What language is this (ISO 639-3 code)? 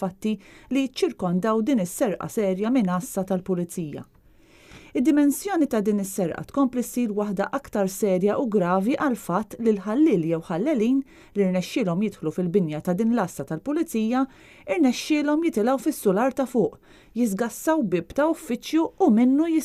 mlt